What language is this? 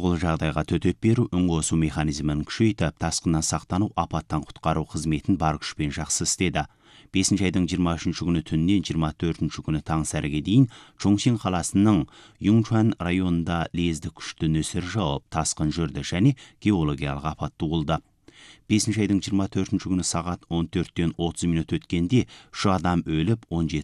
Kazakh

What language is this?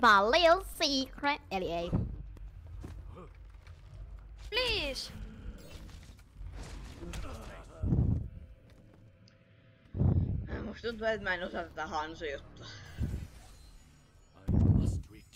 Finnish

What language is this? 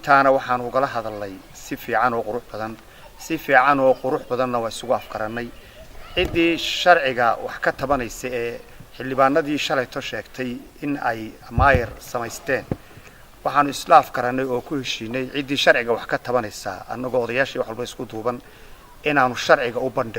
Somali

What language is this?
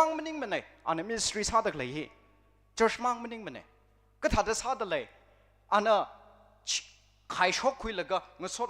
Tangkhul Naga (India)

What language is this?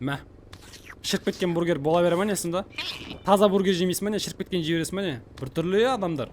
Kazakh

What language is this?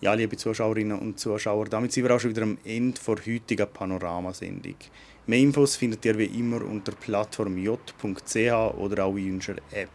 Swiss German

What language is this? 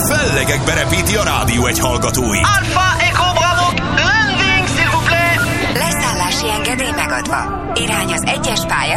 Hungarian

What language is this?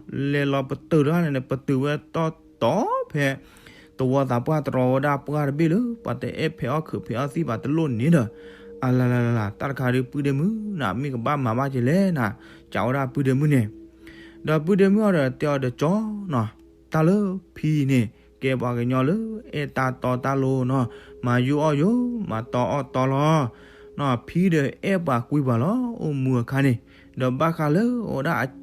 S'gaw Karen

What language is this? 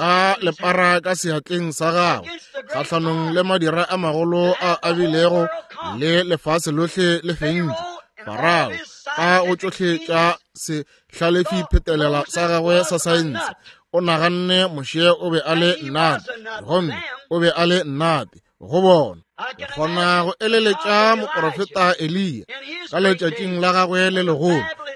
Northern Sotho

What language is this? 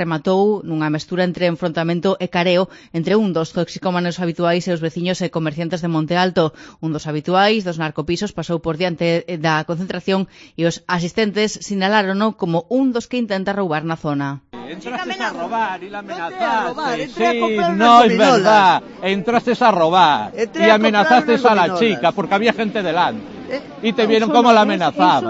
Galician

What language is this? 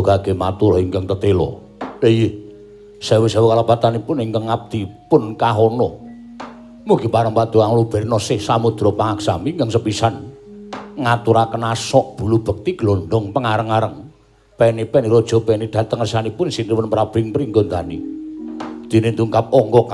Javanese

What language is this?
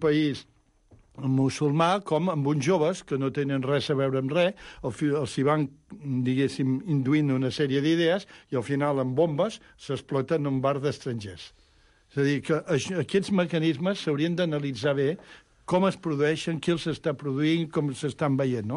Catalan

